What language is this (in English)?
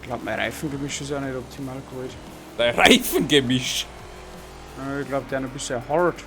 Bavarian